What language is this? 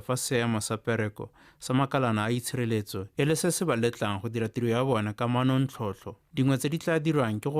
Tswana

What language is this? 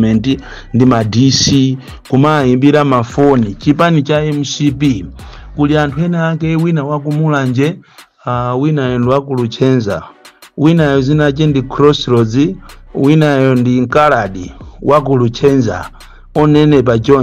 Nyanja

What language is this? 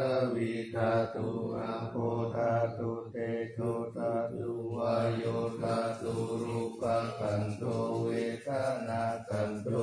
Pali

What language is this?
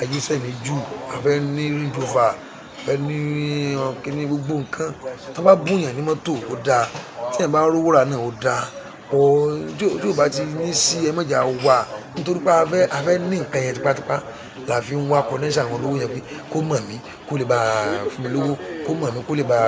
Yoruba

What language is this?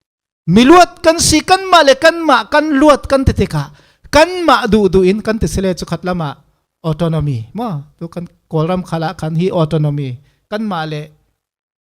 Falam Chin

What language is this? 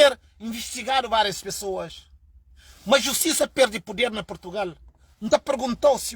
Kabuverdianu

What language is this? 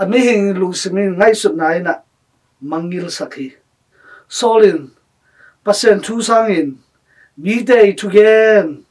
Tedim Chin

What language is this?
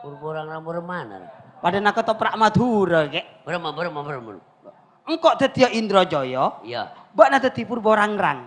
Madurese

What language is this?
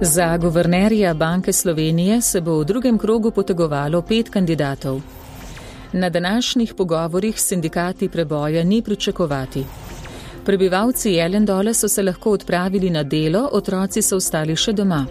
Slovenian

